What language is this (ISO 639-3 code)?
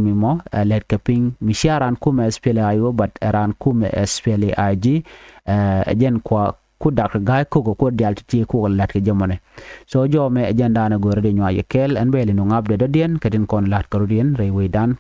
nus